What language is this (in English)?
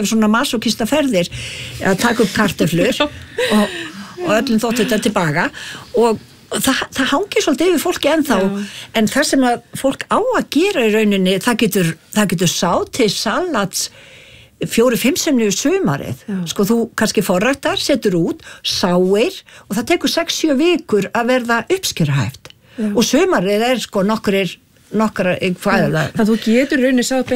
Icelandic